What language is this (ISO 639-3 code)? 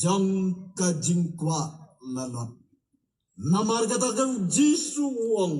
kha